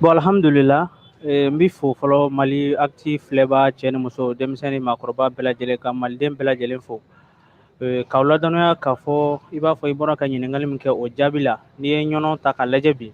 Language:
Bambara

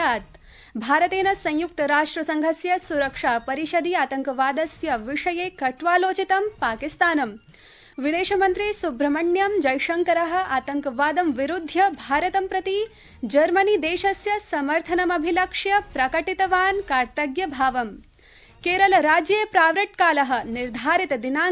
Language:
Sanskrit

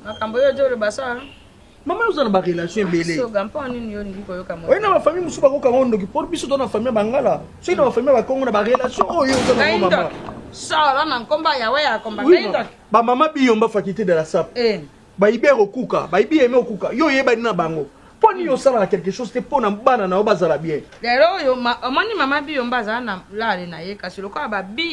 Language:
Lingala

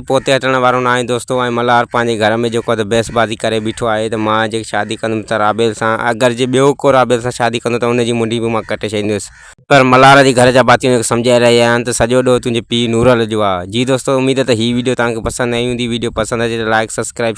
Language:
Sindhi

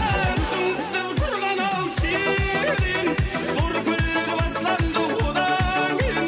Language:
Kara-Kalpak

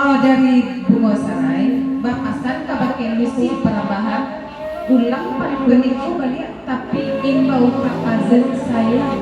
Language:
Minangkabau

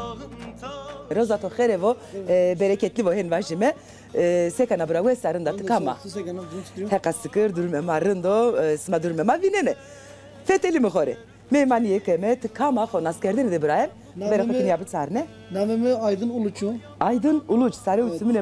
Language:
Zaza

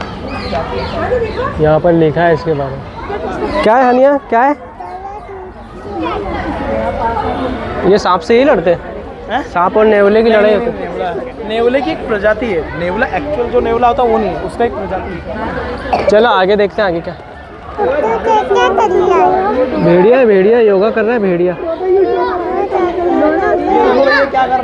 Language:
Hindi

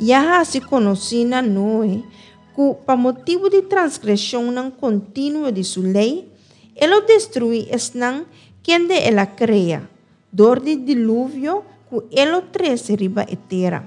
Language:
Papiamento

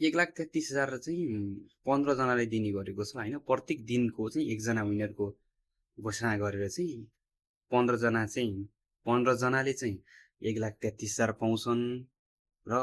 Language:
Nepali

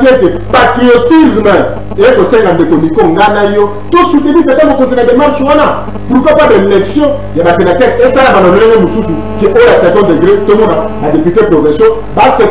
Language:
Lingala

